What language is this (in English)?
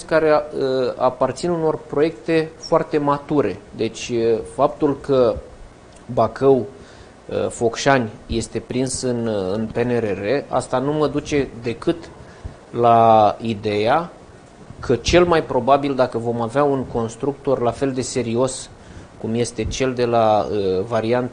Romanian